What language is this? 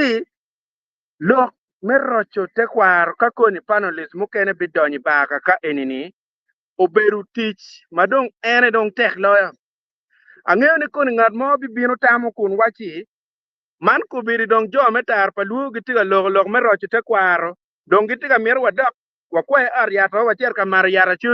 Acoli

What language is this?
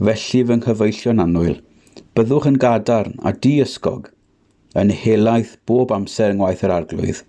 Welsh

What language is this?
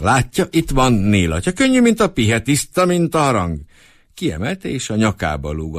Hungarian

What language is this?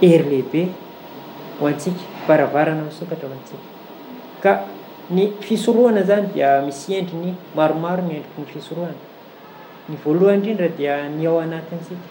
Malagasy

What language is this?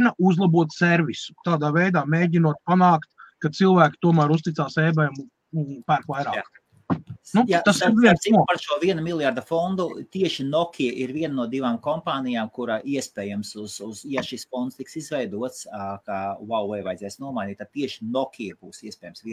Latvian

